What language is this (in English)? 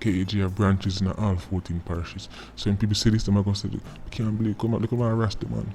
Jamaican Creole English